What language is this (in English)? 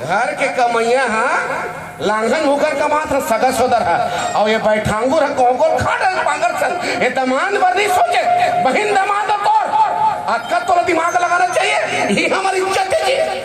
Chhattisgarhi